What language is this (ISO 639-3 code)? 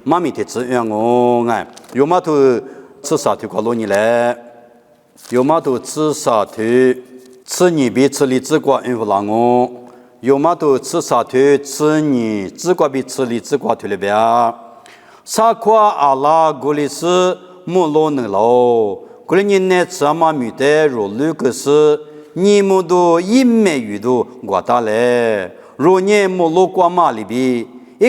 lis